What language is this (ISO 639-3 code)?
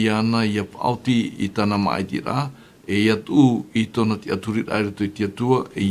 tah